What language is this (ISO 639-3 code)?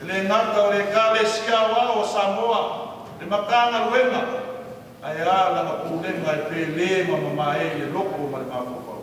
smo